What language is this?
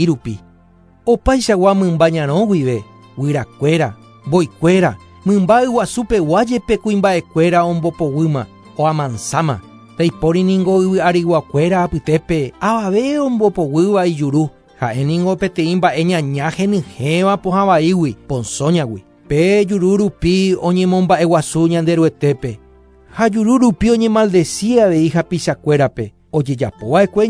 Guarani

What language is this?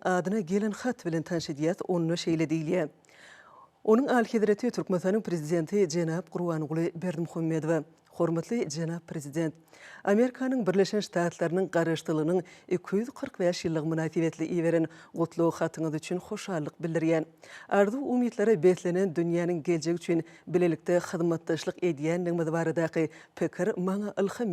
Turkmen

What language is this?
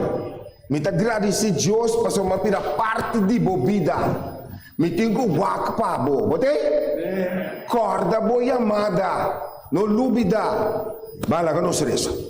Papiamento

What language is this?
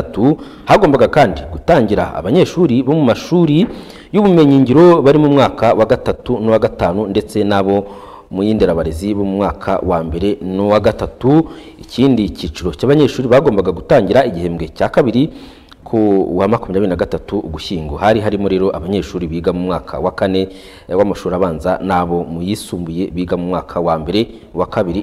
Kinyarwanda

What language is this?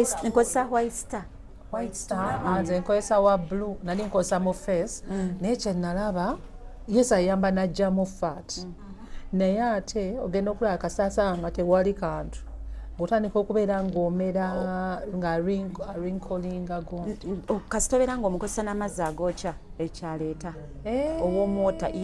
Ganda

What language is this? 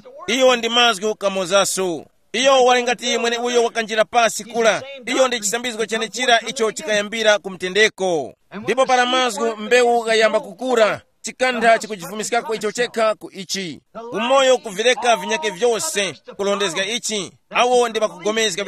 Tumbuka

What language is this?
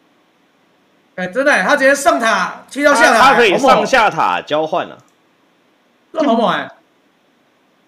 Chinese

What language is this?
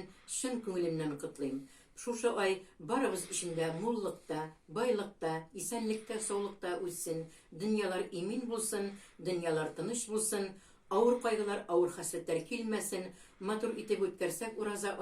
Tatar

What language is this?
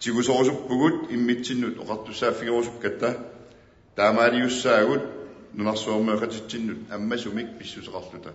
Kalaallisut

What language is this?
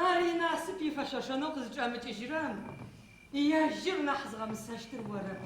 Adyghe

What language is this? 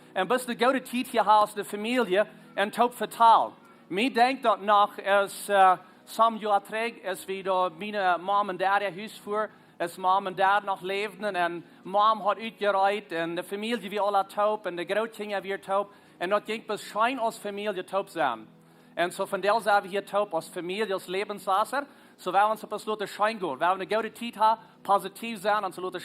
Plautdietsch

